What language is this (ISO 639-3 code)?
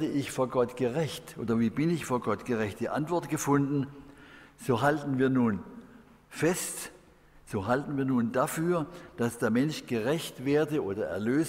deu